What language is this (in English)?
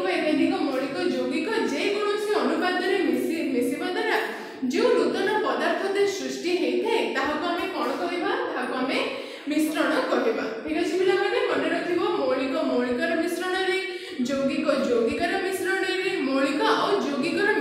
Odia